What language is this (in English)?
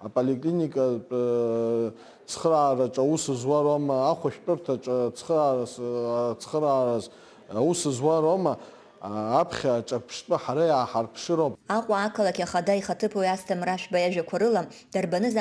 Abkhazian